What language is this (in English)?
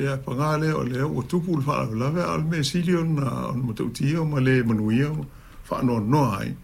Samoan